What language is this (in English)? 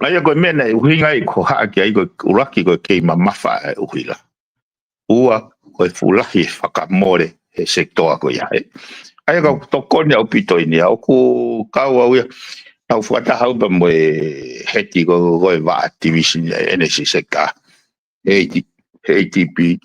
Tongan